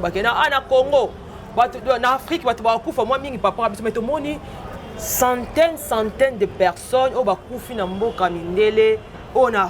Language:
Lingala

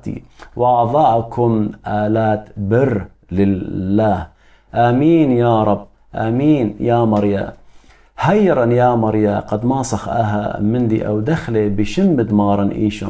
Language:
Assyrian Neo-Aramaic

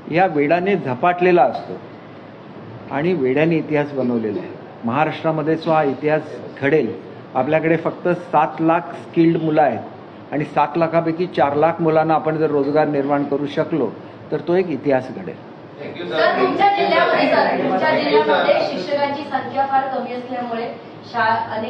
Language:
Marathi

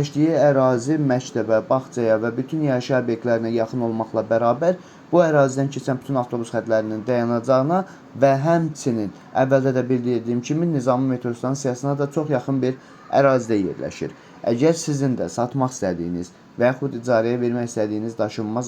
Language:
Azerbaijani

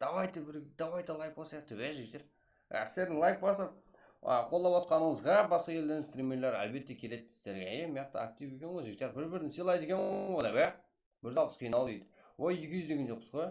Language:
Kara-Kalpak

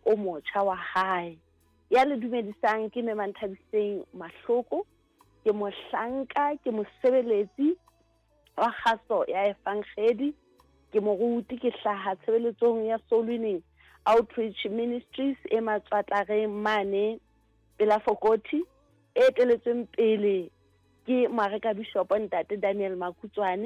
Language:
Southern Sotho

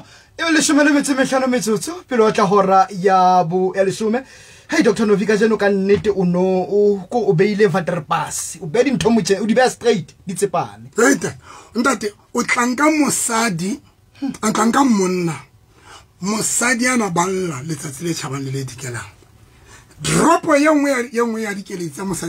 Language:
Southern Sotho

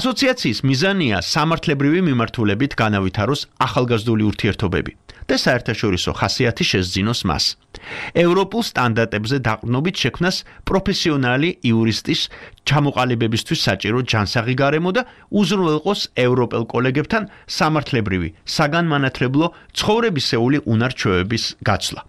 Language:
Georgian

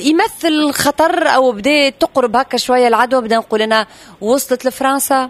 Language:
Tunisian Arabic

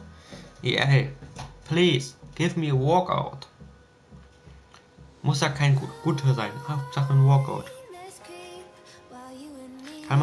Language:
German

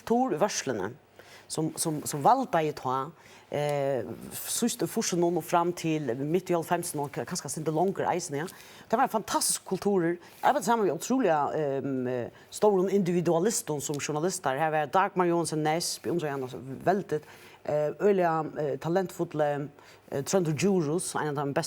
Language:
Faroese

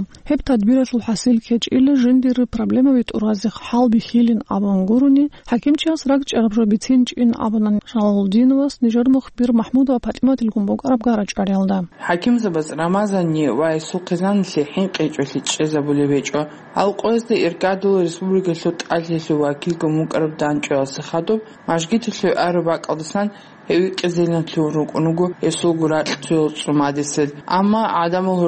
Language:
Avaric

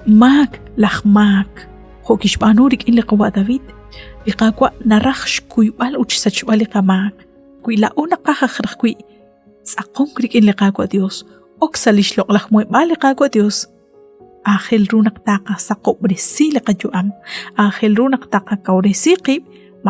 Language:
Kekchí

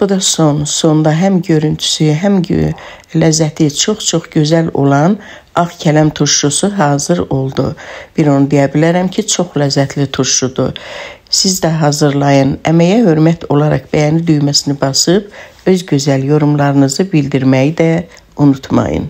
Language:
Azerbaijani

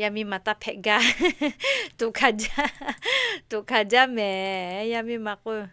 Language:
Lahu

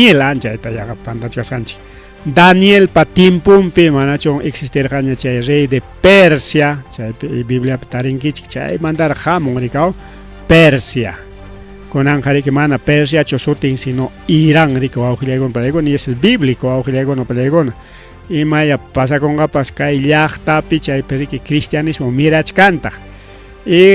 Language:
Ayacucho Quechua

